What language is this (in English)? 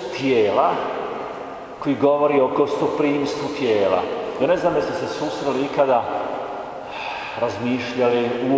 Croatian